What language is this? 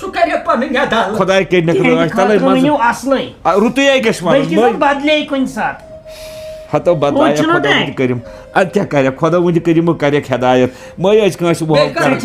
Kashmiri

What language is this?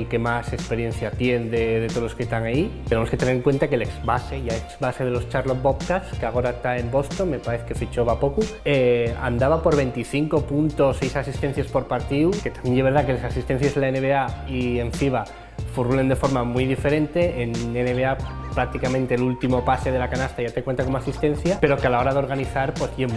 Asturian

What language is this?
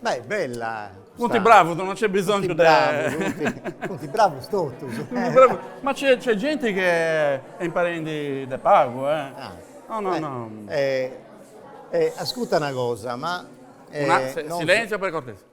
Sardinian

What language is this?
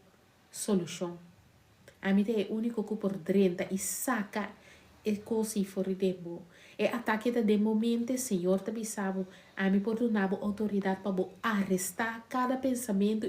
Papiamento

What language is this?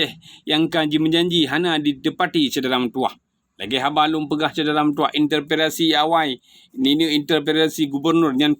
Achinese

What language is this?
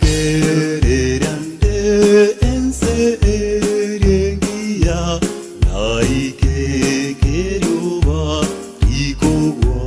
Gusii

